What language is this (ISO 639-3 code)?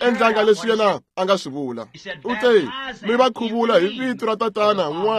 tso